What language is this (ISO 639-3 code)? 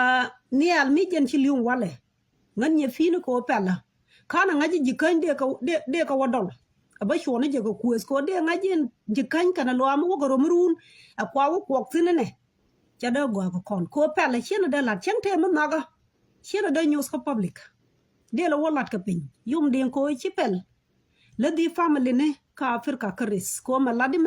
nus